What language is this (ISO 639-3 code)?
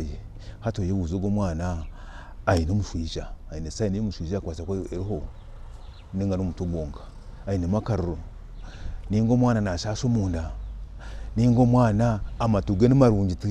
nyn